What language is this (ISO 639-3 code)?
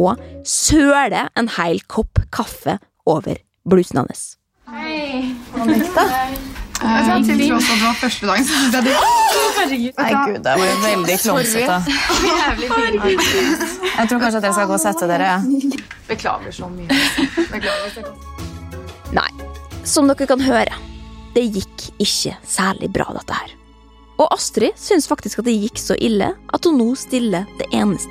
nor